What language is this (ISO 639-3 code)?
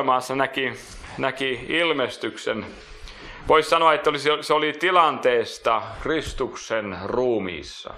fin